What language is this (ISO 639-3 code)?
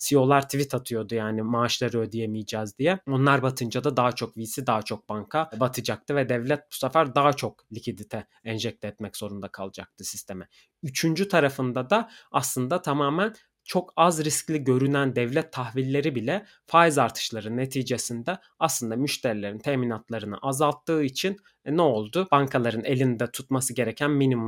tur